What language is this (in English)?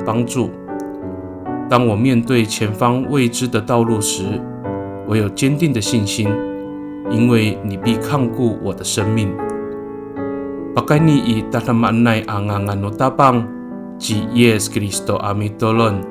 Amis